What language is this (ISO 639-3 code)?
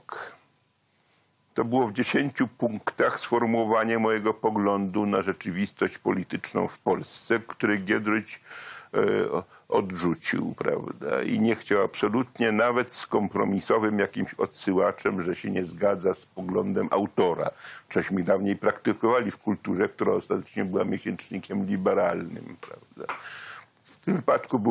pol